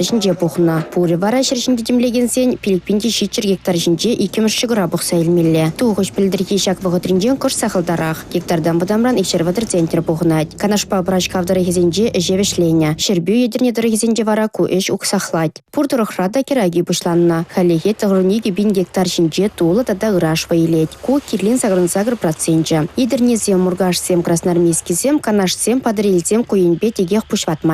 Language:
Chuvash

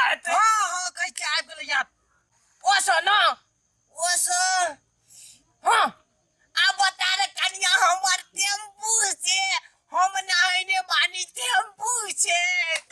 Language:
Maithili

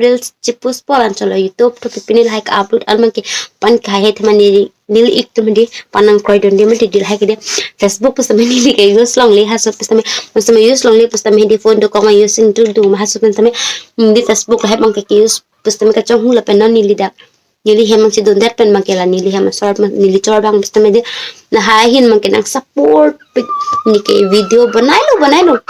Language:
Karbi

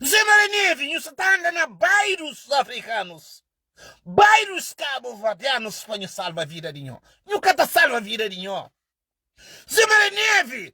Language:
Kabuverdianu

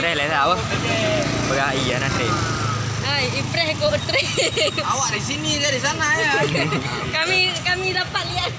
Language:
Achinese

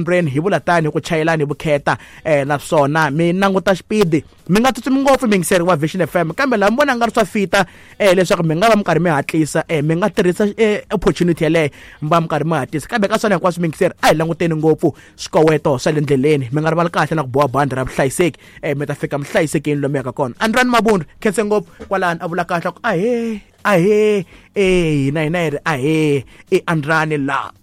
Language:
Tsonga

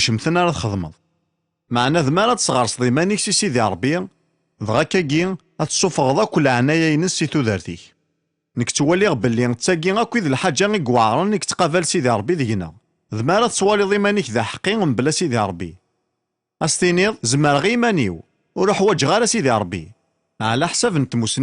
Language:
Kabyle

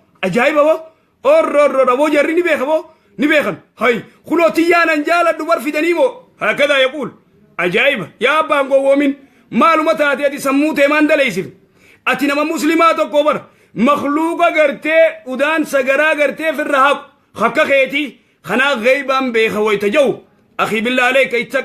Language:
Oromo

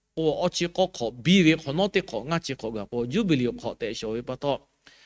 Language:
Lahu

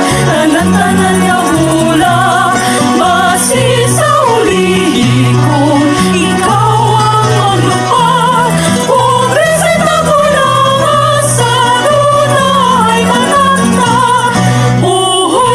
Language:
Hiligaynon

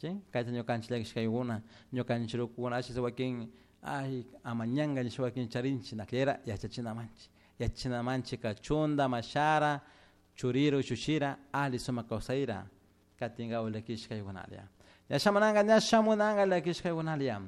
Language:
Chimborazo Highland Quichua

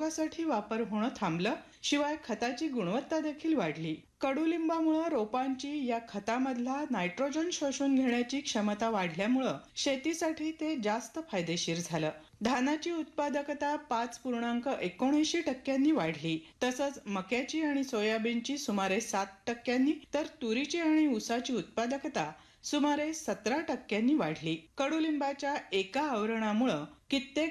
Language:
Marathi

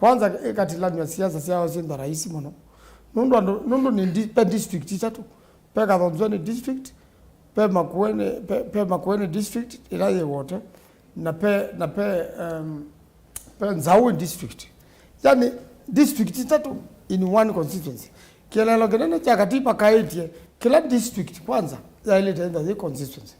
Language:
Kamba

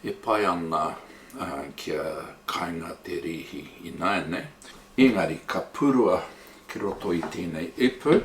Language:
Māori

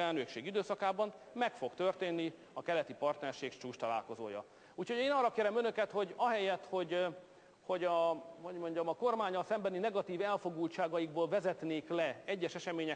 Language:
Hungarian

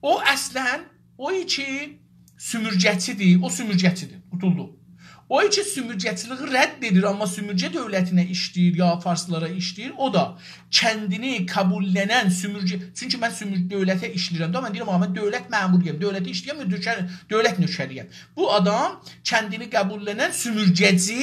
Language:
South Azerbaijani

